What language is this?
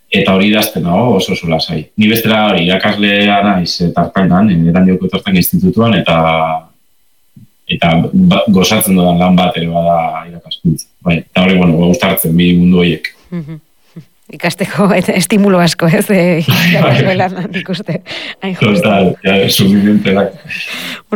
Basque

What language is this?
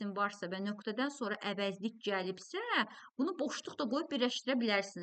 Azerbaijani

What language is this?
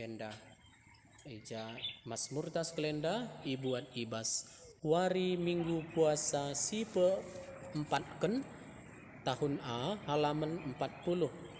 Batak Karo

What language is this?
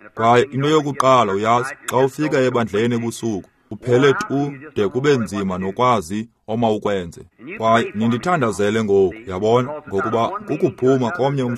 Xhosa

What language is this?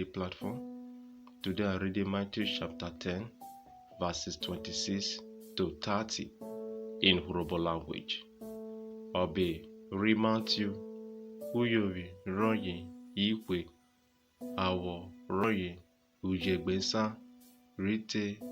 Urhobo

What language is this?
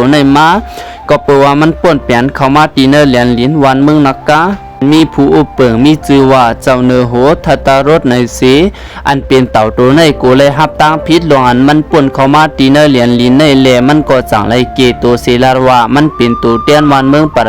Shan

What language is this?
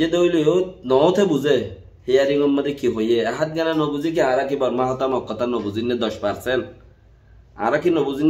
Rohingya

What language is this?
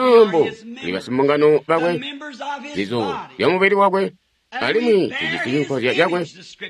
Tonga (Zambia)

